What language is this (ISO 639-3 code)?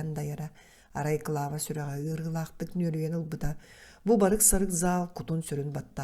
sah